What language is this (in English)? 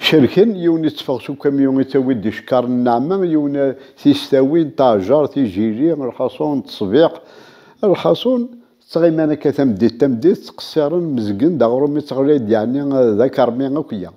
Kabyle